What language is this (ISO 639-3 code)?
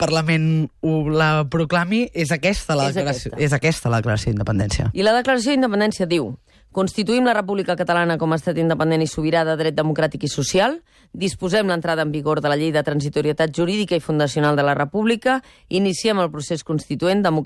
cat